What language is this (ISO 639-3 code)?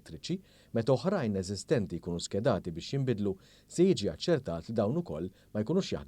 mlt